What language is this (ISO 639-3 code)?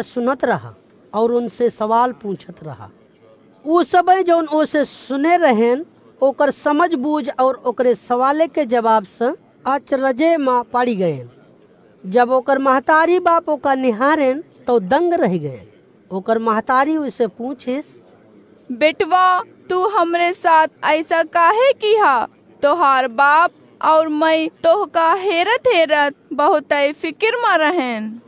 awa